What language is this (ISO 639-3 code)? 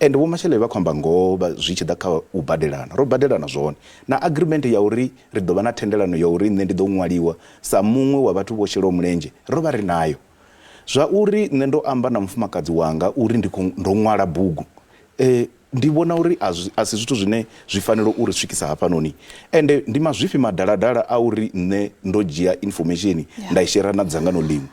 ven